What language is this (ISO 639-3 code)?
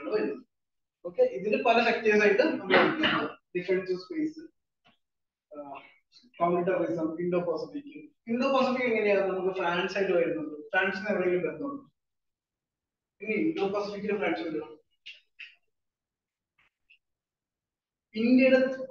mal